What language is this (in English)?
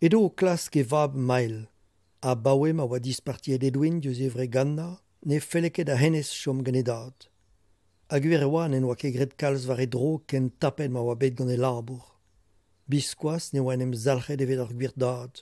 Breton